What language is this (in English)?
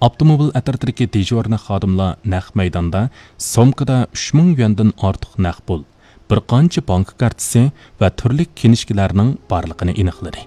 Uyghur